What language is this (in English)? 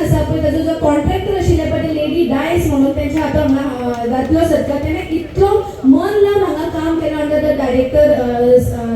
Konkani